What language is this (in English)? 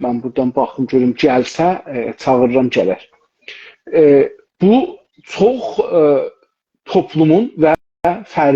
South Azerbaijani